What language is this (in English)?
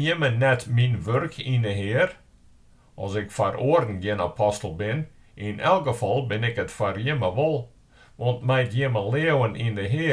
Western Frisian